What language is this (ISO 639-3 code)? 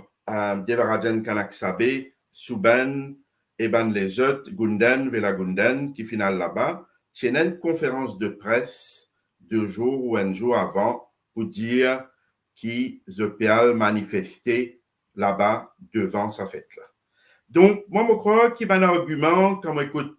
mfe